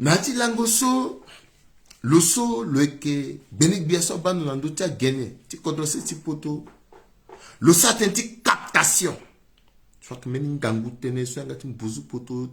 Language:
Sango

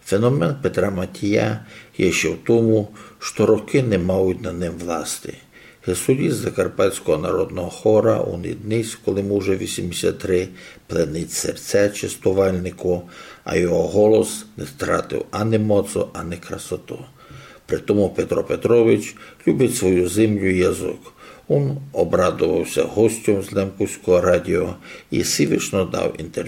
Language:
Rusyn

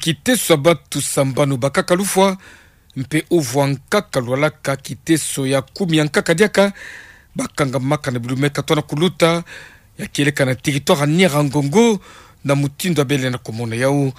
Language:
Kituba (Democratic Republic of Congo)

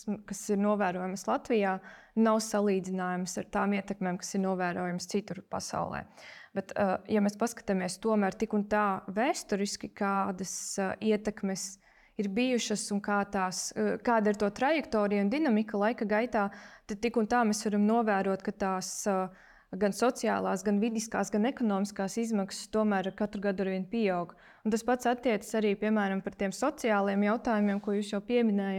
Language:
Latvian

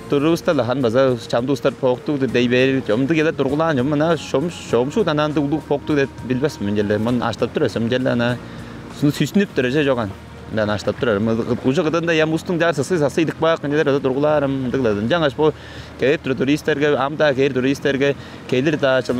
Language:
Tuvinian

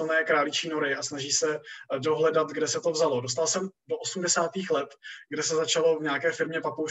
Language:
Czech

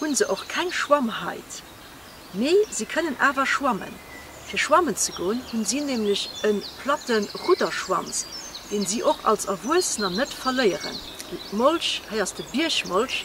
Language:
Luxembourgish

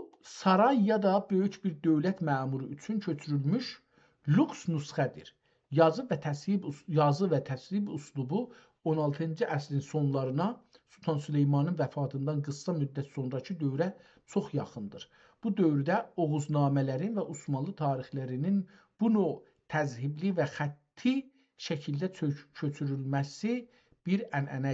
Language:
South Azerbaijani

